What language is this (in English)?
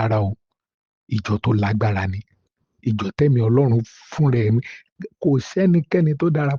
Yoruba